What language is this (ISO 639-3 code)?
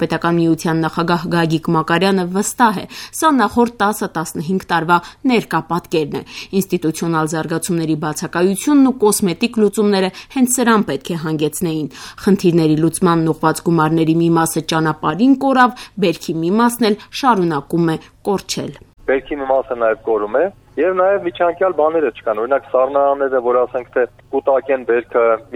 hye